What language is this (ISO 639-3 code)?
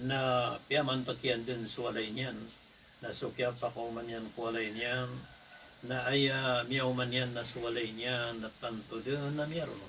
mrw